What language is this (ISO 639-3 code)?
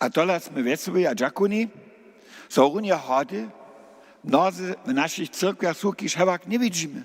hsb